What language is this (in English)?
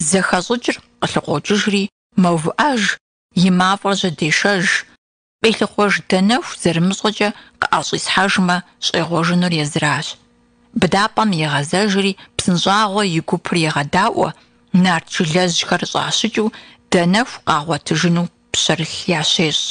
Kabardian